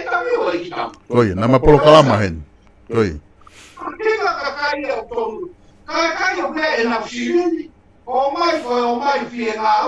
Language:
Tongan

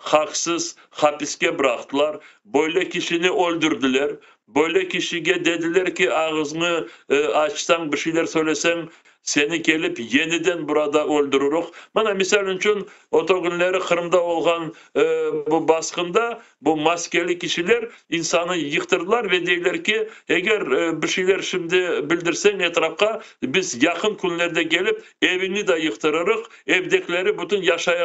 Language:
Crimean Tatar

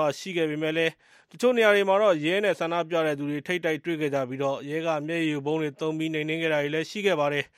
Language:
Burmese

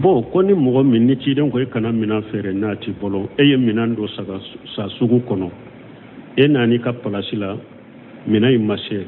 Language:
Bambara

